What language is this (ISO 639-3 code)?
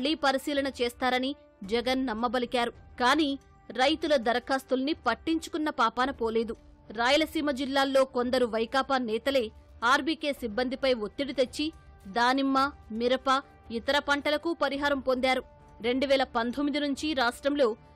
tel